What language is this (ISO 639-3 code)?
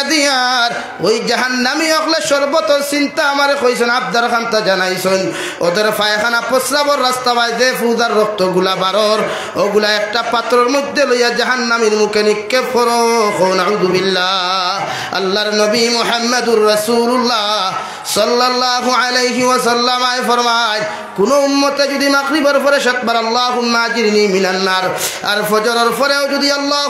syl